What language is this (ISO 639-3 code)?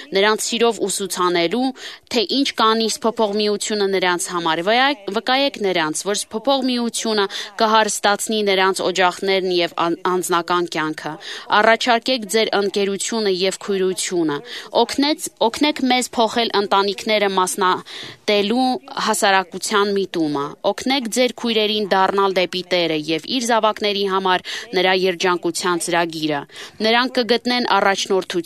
hye